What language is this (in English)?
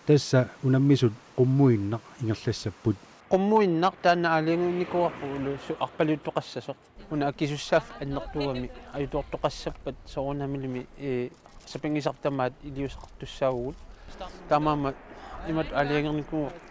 Kalaallisut